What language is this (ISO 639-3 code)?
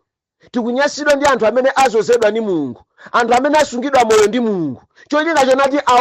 nya